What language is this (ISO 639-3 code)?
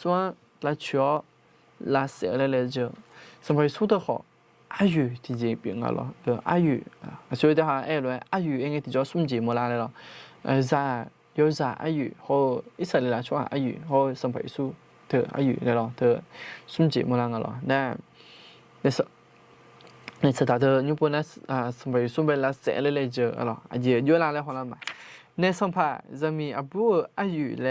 ahk